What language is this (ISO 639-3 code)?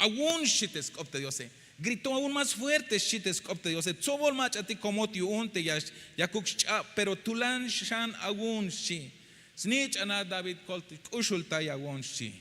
tzh